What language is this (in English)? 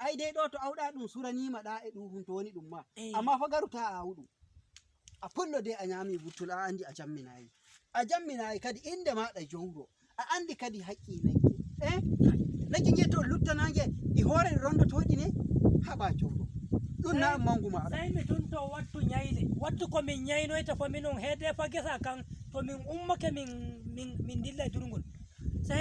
Fula